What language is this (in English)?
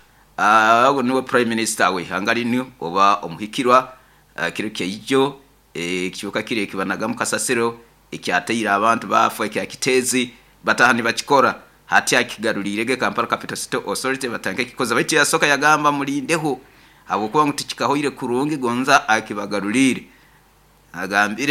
Nyoro